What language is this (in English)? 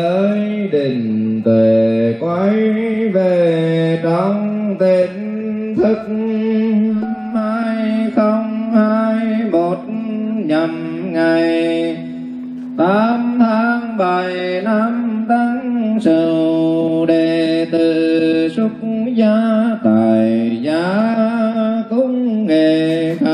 Vietnamese